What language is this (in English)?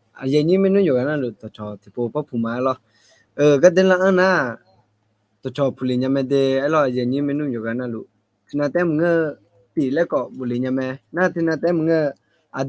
Akha